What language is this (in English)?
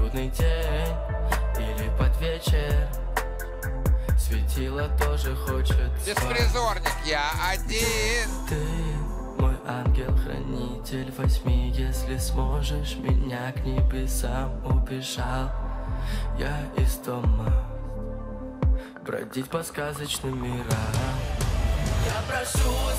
Russian